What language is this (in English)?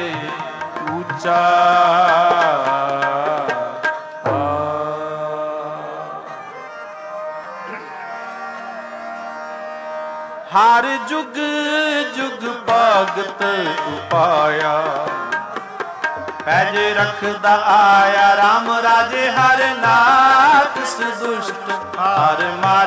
Punjabi